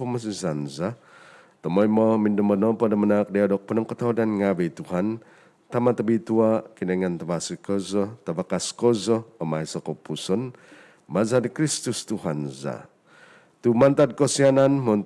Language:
Central Dusun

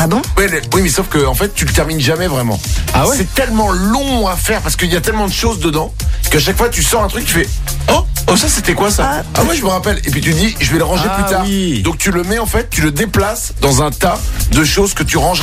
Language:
French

